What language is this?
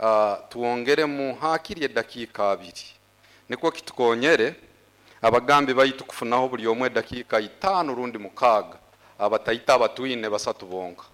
Nyoro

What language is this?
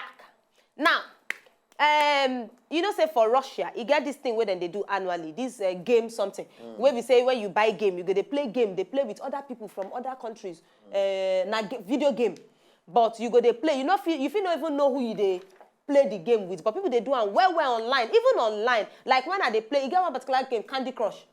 Nigerian Pidgin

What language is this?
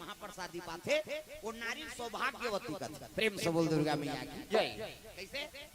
Chhattisgarhi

